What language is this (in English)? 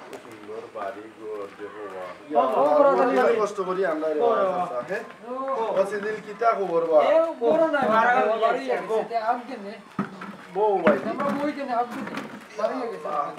Sylheti